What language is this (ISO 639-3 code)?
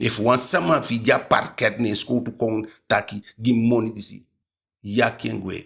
djk